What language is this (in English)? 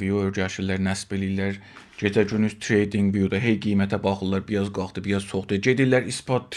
South Azerbaijani